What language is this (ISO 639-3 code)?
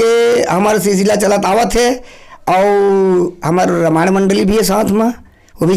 hne